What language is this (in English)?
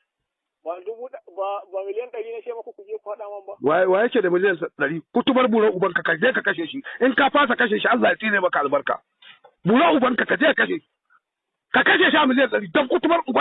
Hausa